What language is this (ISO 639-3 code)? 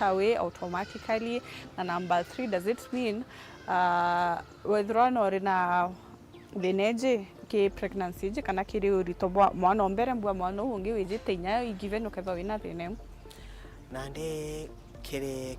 mer